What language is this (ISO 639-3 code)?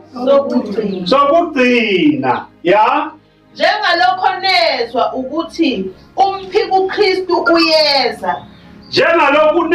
zul